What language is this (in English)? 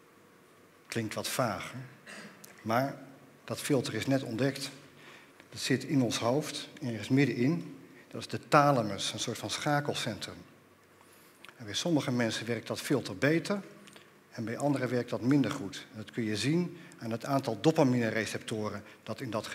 Dutch